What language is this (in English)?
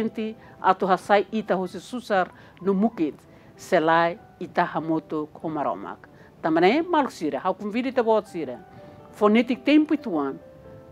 Tetum